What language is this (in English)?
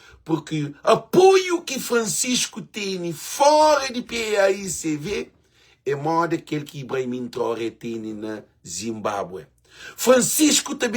Kabuverdianu